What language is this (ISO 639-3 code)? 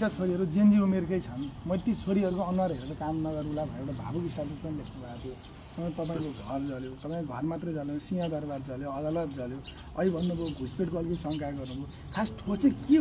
nep